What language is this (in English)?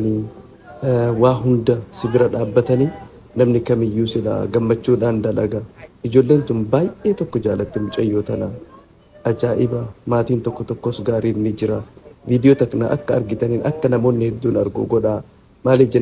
Oromo